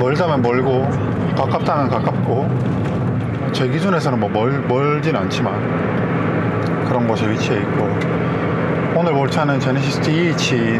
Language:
Korean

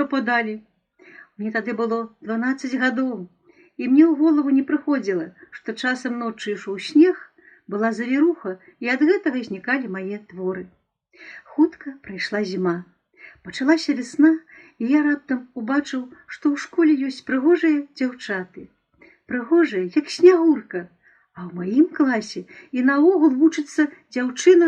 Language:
Belarusian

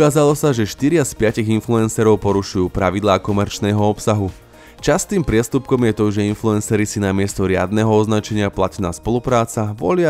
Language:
Slovak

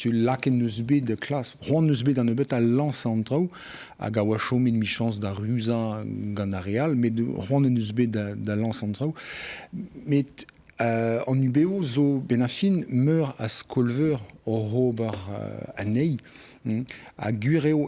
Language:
Breton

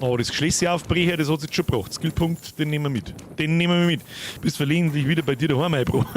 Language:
Bavarian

